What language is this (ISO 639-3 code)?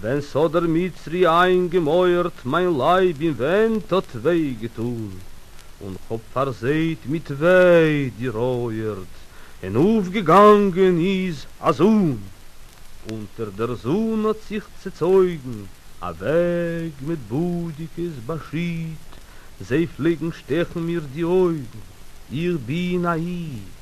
yid